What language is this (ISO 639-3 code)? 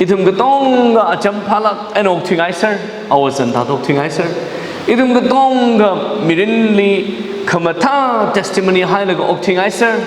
nmf